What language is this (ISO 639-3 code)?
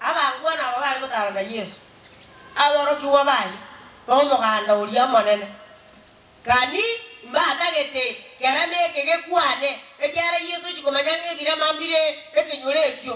guz